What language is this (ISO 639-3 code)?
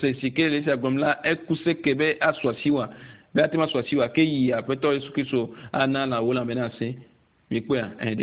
ewe